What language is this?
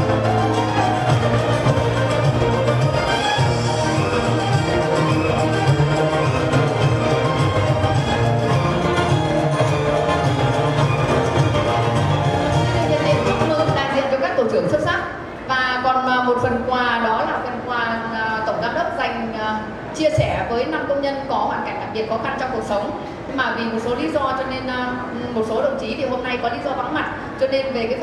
Vietnamese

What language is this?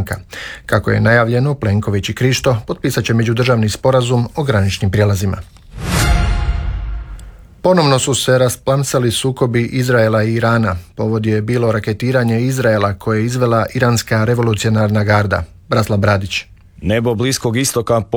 Croatian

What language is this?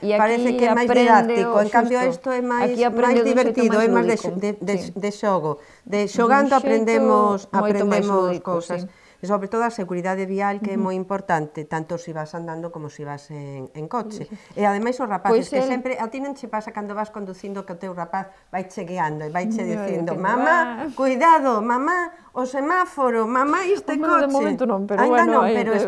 Galician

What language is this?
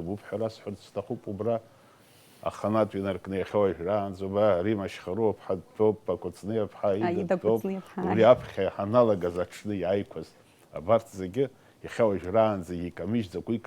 Abkhazian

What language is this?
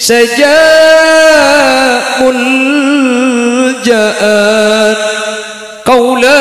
Madurese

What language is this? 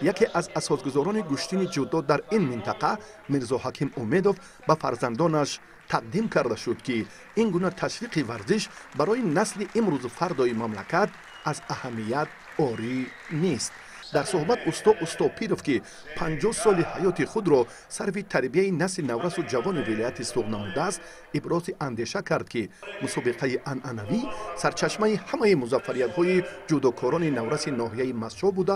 Tajik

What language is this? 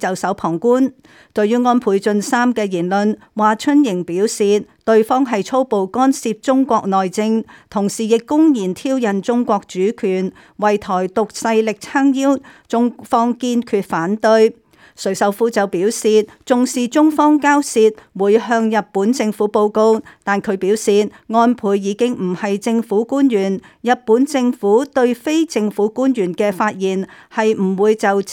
Cantonese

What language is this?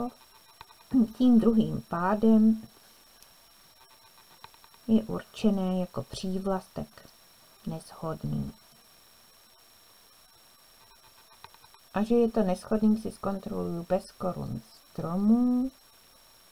Czech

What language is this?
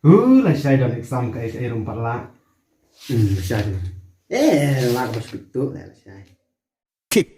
Khasi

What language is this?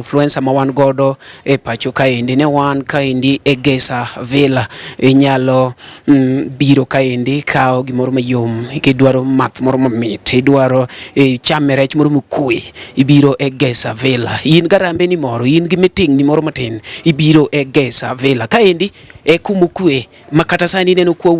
Luo (Kenya and Tanzania)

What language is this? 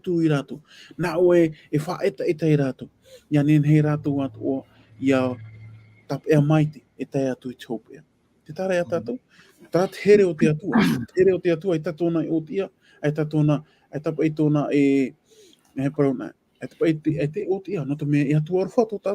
Tahitian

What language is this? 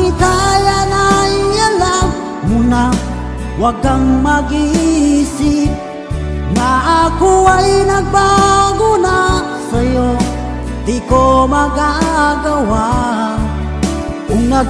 Filipino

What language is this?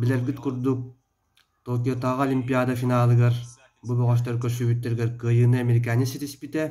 Yakut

